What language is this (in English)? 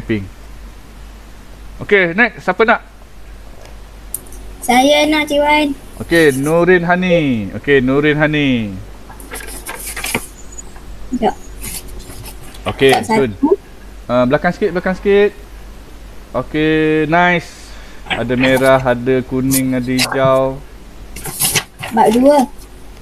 Malay